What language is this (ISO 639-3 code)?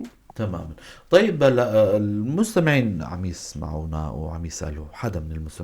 apc